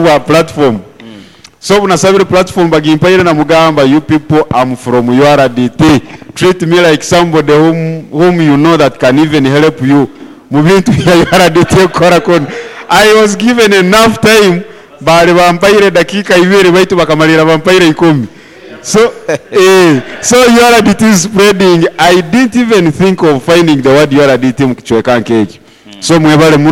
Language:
Nyoro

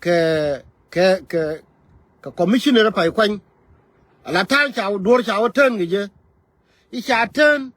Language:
Nuer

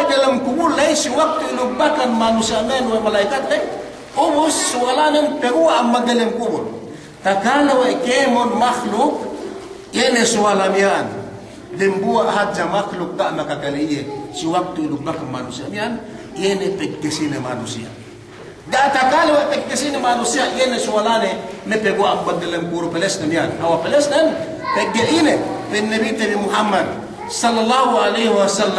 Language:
Yakan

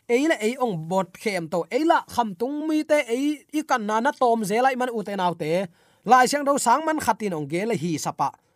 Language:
Tedim Chin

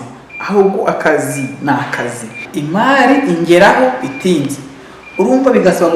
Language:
Kinyarwanda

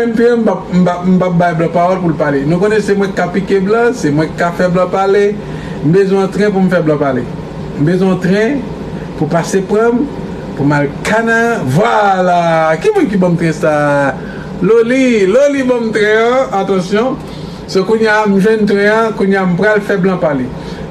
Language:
Haitian Creole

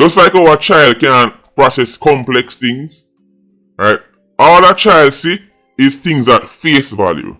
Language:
Jamaican Creole English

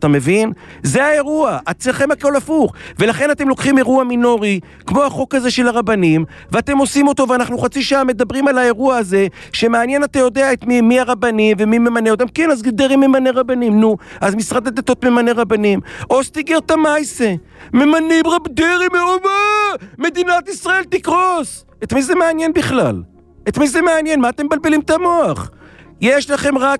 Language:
Hebrew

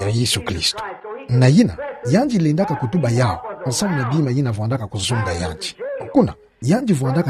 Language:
Kituba (Democratic Republic of Congo)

